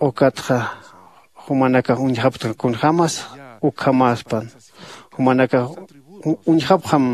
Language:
Aymara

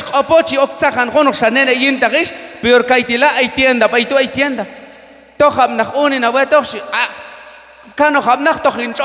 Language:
Q'anjob'al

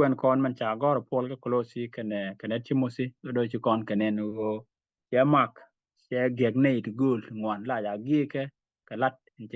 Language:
Nuer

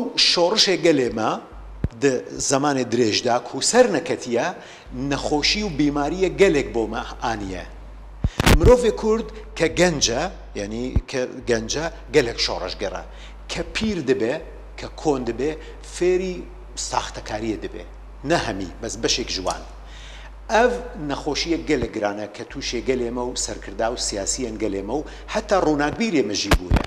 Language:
Kurdish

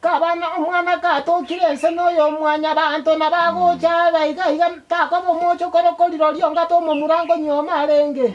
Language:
Gusii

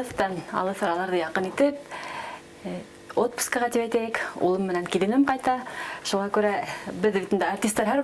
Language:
Bashkir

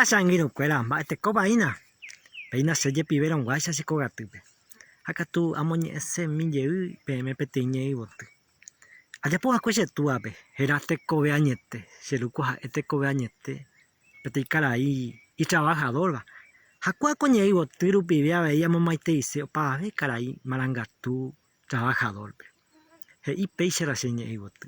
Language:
Guarani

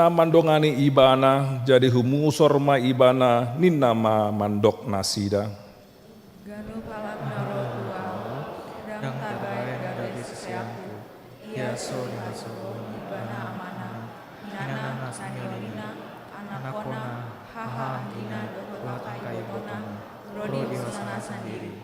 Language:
Batak Toba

